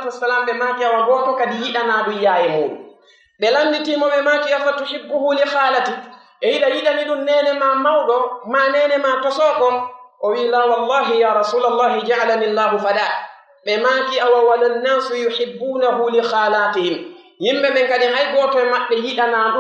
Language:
Pular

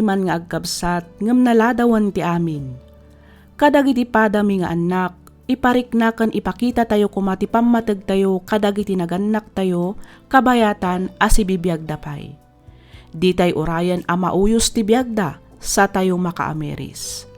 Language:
Iloko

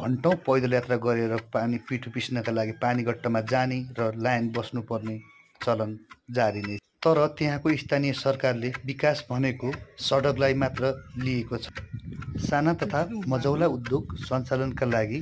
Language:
Nepali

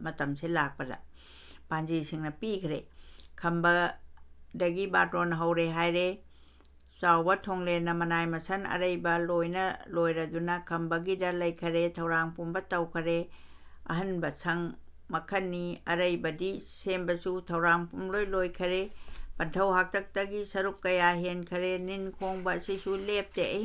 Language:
Manipuri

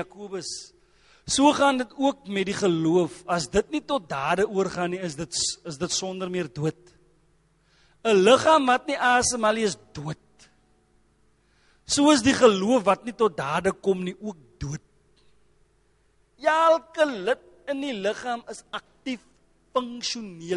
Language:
Afrikaans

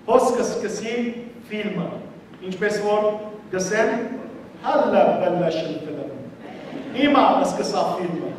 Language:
Western Armenian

